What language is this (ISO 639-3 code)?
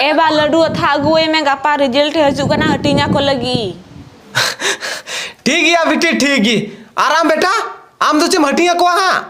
sat